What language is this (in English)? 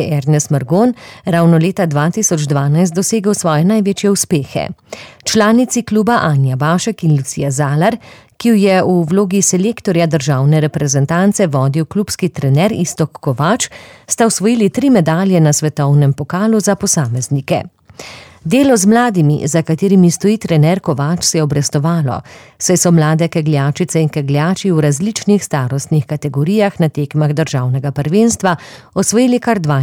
Slovenian